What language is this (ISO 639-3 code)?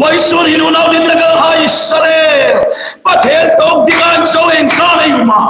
hmr